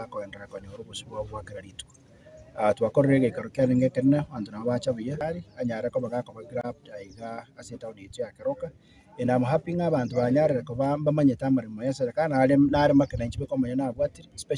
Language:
Gusii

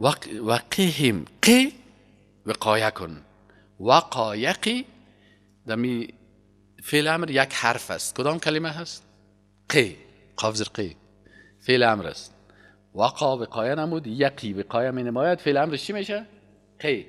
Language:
Persian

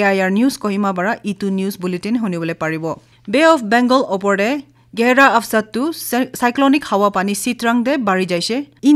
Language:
Naga Pidgin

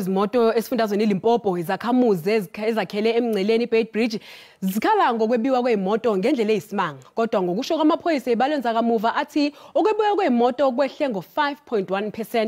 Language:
Zulu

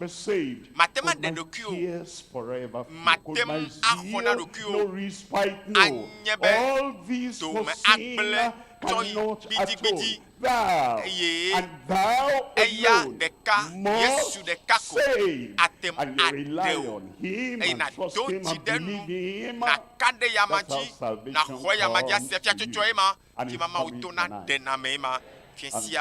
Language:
Ewe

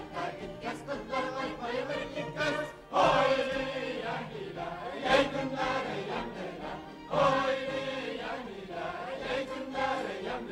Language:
Bashkir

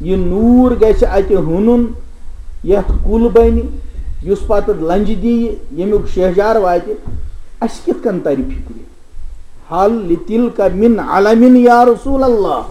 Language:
Kashmiri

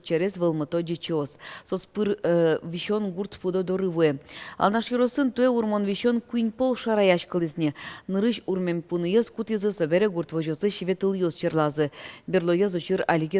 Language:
Udmurt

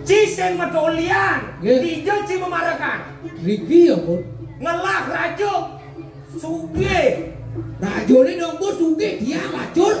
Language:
Balinese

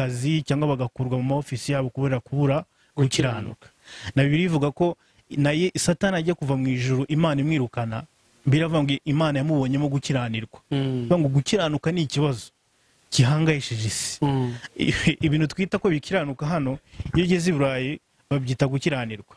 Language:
Kinyarwanda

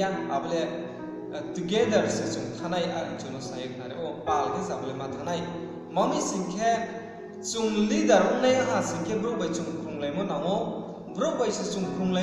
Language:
Riang (India)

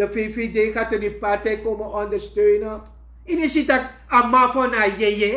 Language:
Sranan Tongo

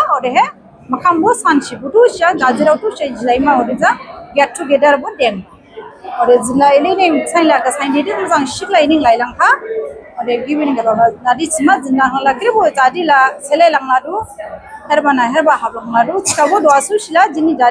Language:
Dimasa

